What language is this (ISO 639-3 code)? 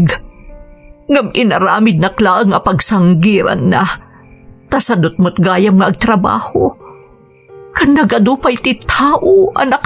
ilo